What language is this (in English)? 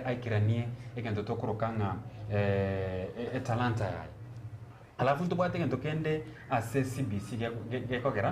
Gusii